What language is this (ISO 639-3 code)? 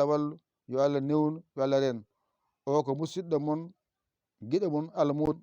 ful